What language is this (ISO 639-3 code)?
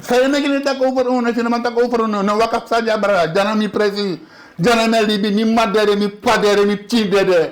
srn